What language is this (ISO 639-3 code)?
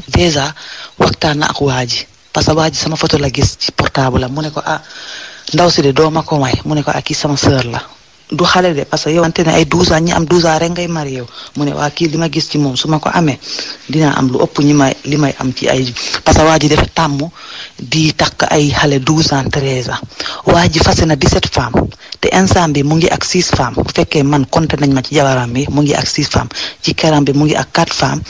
wol